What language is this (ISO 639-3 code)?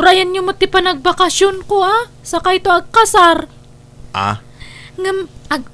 ilo